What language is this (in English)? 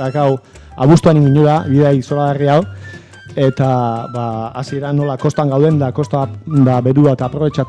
Basque